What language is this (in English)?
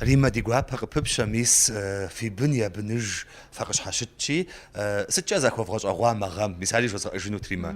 Kabardian